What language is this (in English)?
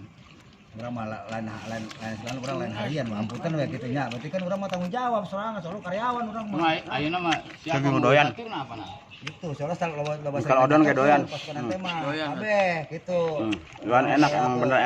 Betawi